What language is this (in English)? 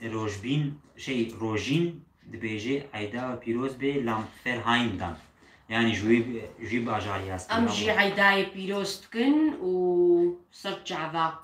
Kurdish